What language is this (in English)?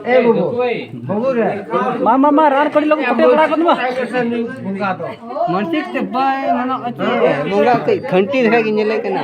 Santali